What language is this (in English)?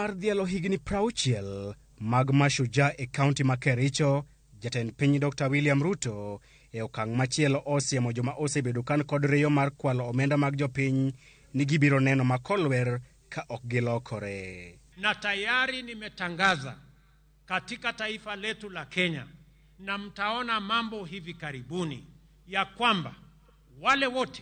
Luo (Kenya and Tanzania)